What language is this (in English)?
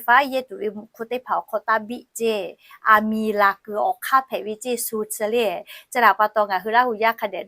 Lahu